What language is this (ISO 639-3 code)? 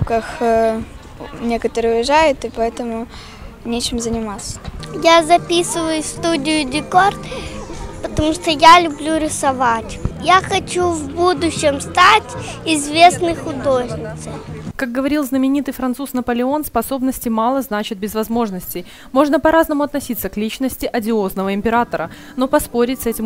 rus